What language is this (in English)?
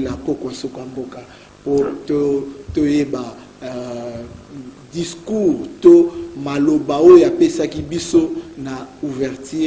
Lingala